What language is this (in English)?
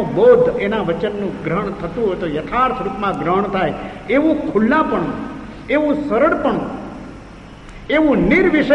Gujarati